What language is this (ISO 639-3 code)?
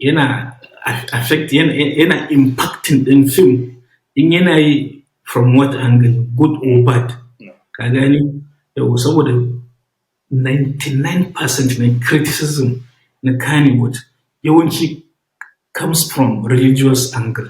hau